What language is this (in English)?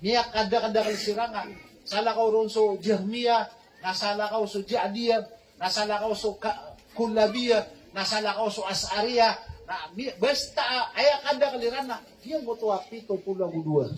Maranao